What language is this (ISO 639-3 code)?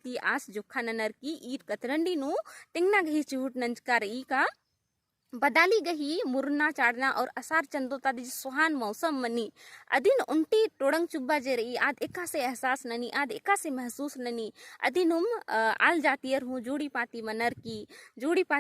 kru